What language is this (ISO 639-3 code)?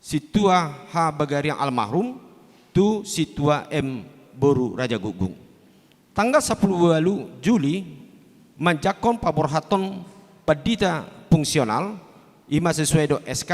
bbc